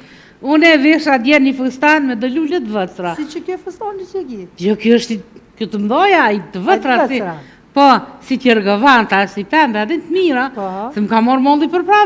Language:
Albanian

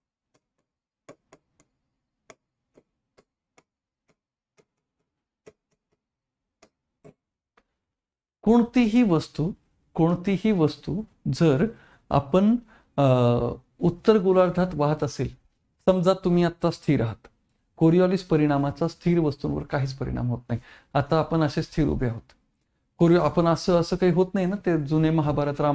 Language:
Marathi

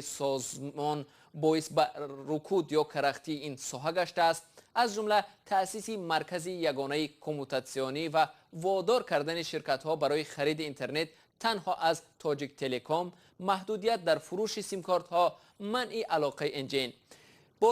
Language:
Tajik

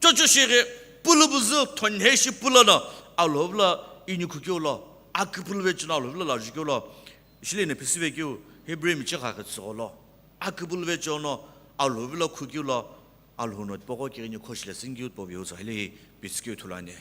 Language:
Sumi Naga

